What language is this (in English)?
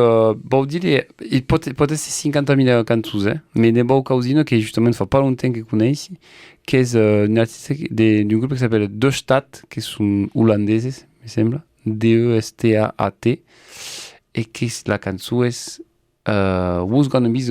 Occitan